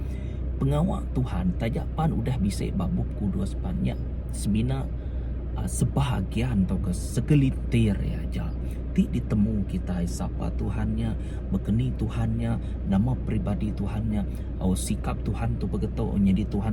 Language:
Iban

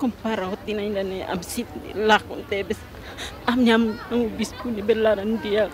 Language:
Tetum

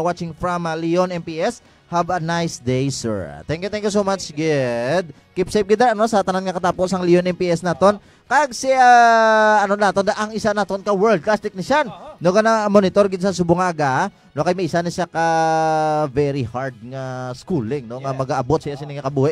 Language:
Hiligaynon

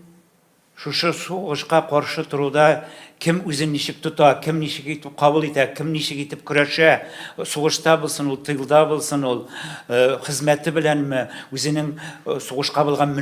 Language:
Tatar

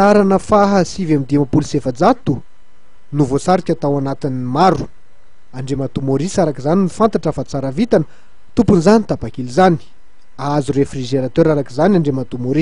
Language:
Malagasy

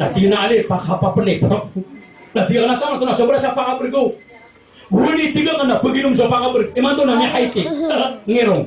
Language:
Maranao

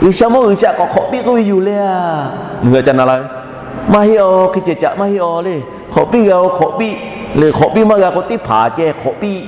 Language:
Lahu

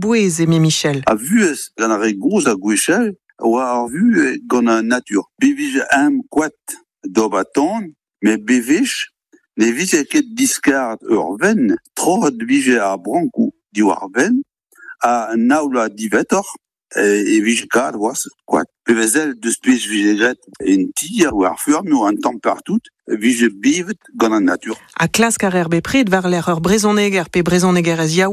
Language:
Breton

